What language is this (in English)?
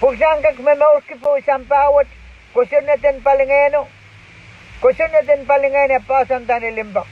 Pohnpeian